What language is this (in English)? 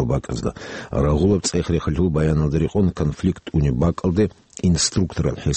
Avaric